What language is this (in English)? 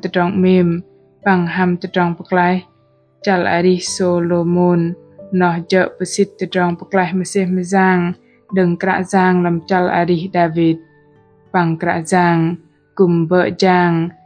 Bahnar